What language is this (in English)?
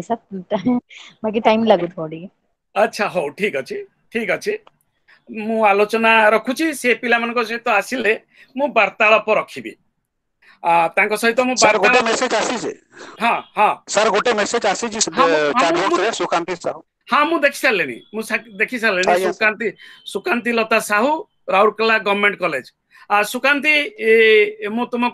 Odia